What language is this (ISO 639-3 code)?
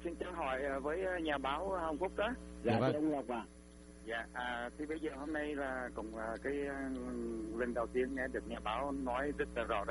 vie